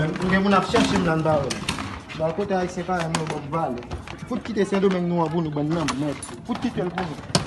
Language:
Haitian Creole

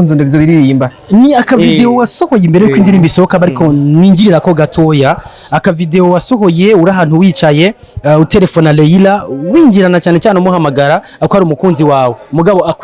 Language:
Rundi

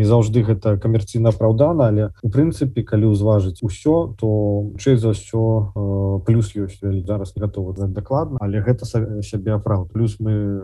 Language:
Belarusian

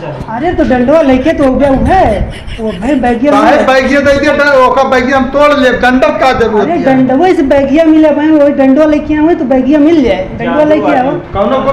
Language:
Awadhi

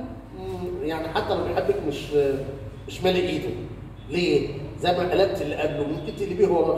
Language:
Egyptian Arabic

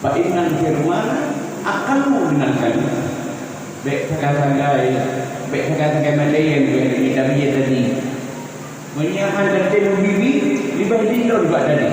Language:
Achinese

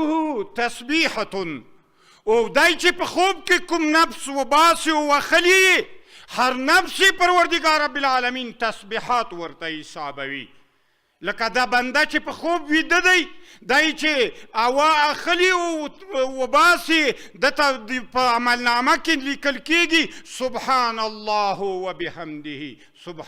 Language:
Pashto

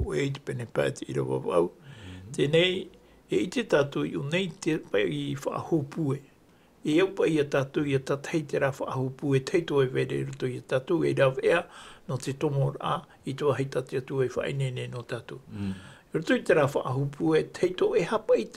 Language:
Tahitian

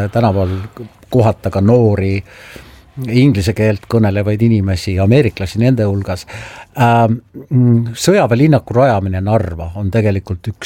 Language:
Estonian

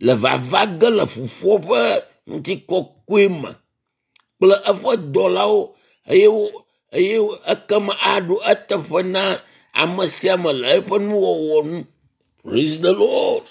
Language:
Ewe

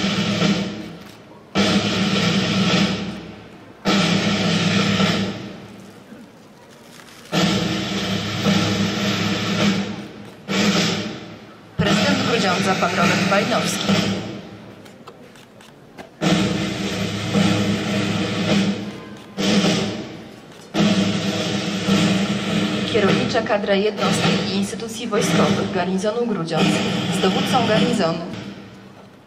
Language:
Polish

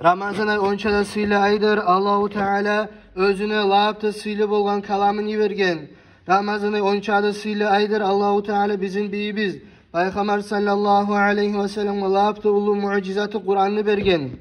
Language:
Kumyk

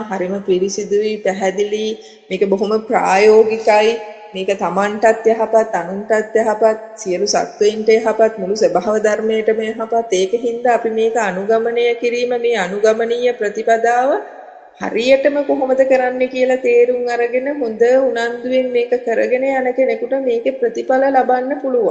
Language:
Sinhala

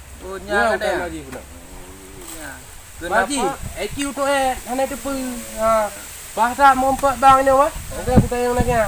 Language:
Achinese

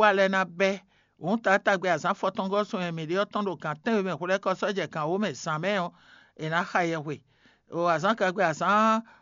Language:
Fon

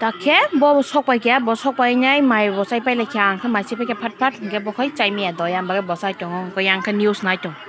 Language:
Kok Borok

